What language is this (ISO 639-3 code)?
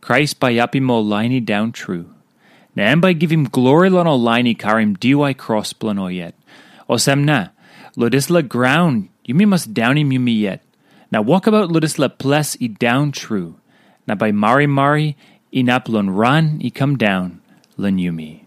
tpi